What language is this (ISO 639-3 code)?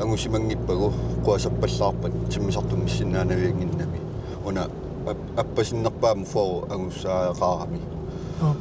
kal